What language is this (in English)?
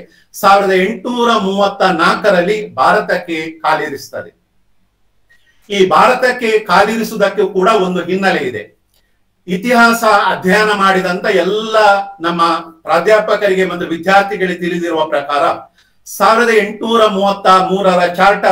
Kannada